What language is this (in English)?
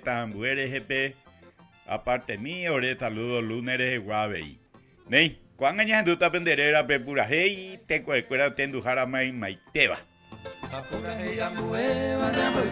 Guarani